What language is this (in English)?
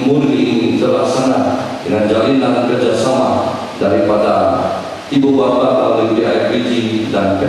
Malay